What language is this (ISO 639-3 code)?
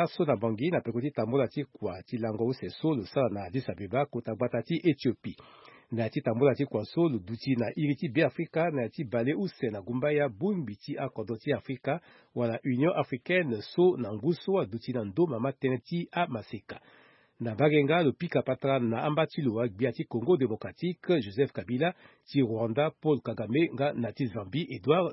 sag